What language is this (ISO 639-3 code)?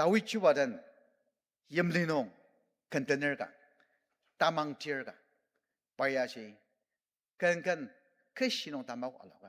njo